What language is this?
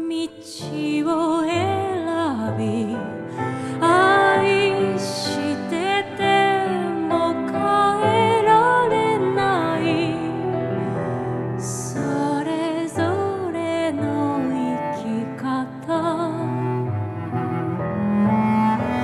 Japanese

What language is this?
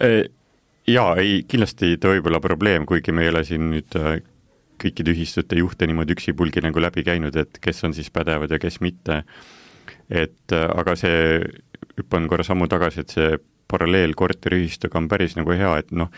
Estonian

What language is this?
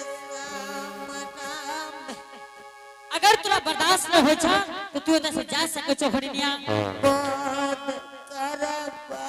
Angika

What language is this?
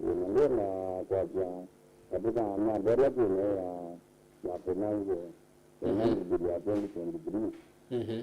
Kamba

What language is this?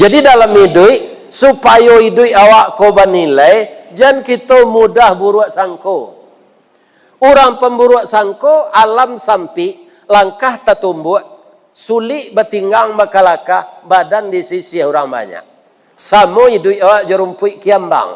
Minangkabau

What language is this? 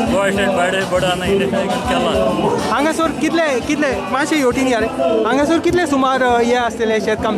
Konkani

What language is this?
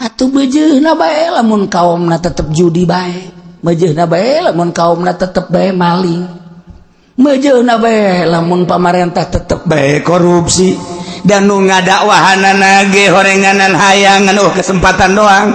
Sundanese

